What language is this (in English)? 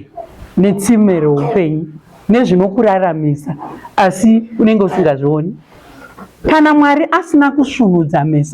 Shona